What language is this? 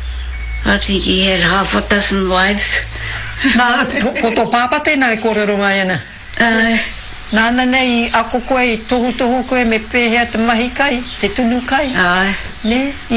Māori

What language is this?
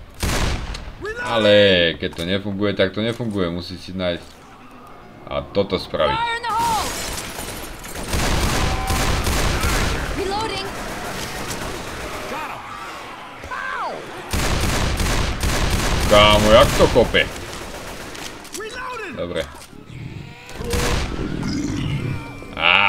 Slovak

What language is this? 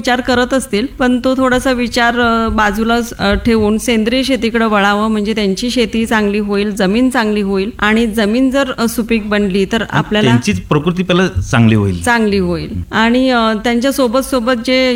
Marathi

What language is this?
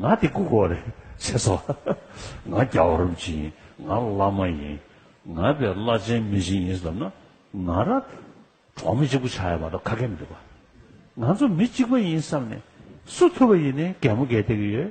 Tibetan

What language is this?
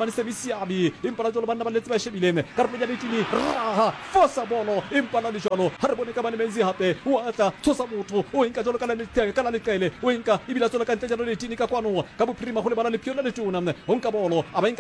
Southern Sotho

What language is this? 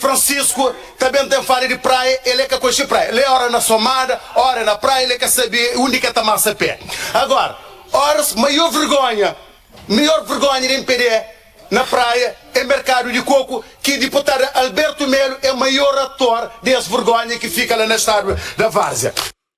Kabuverdianu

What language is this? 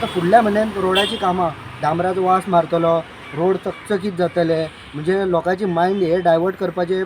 Konkani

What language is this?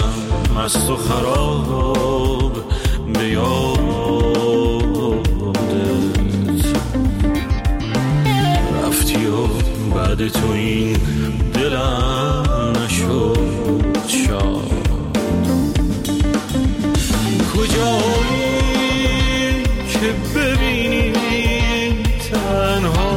Persian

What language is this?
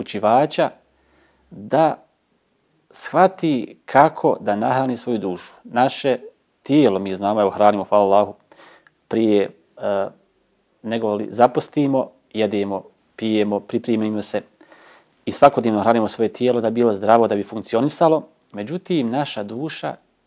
Bosnian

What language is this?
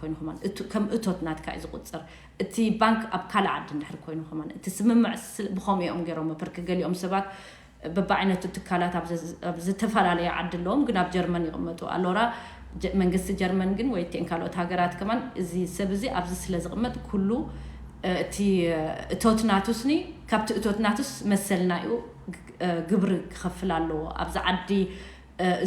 Tigrinya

